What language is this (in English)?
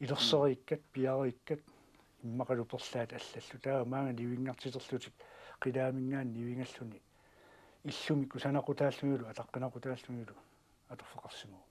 Kalaallisut